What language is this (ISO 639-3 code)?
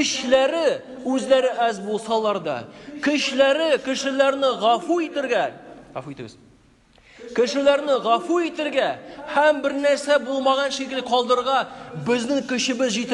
tat